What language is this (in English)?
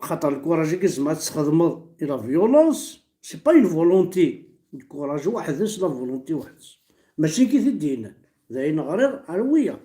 Kabyle